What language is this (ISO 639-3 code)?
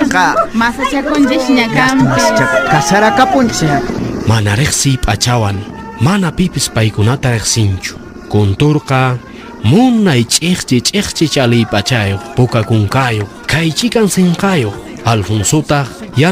que